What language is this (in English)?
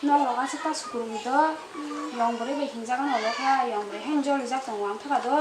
Kok Borok